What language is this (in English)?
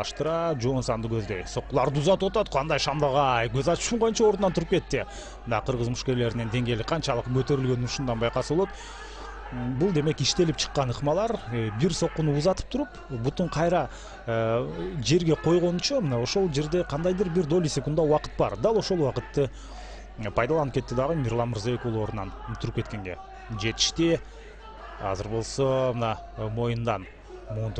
Kyrgyz